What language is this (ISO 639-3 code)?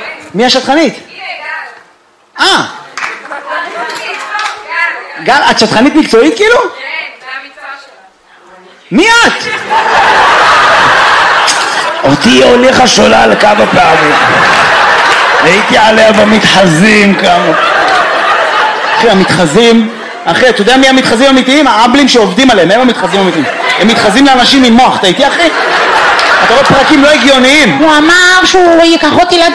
heb